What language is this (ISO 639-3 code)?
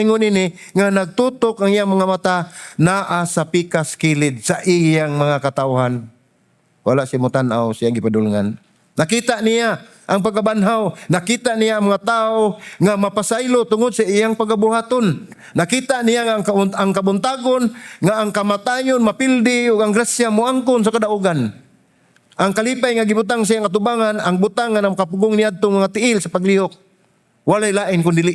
ceb